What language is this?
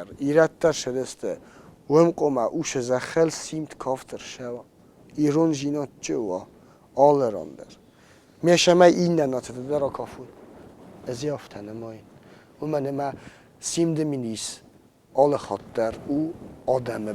Ossetic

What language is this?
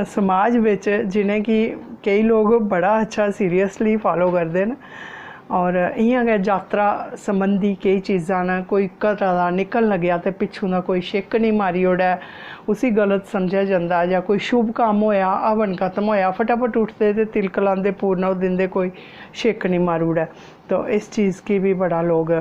Dogri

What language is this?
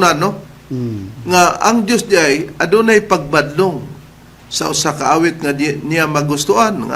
Cebuano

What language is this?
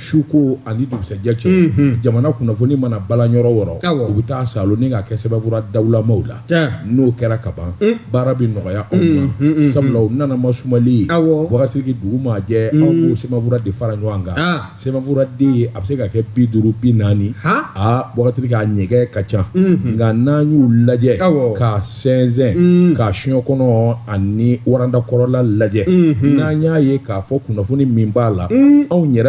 Bambara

